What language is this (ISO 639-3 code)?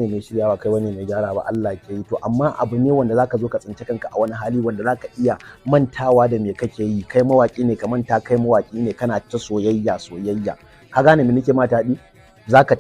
hau